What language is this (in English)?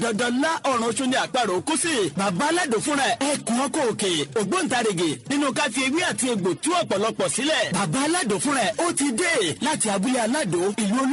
Yoruba